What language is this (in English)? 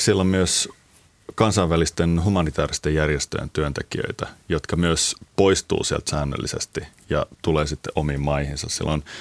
Finnish